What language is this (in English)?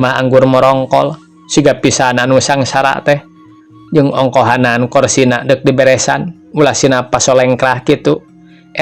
Sundanese